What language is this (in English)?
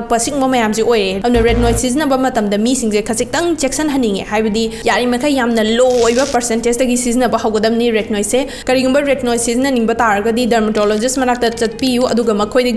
Manipuri